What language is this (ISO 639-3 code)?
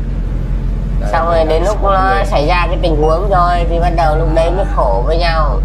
vie